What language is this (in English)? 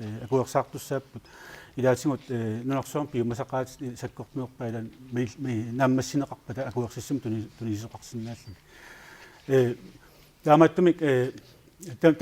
Kalaallisut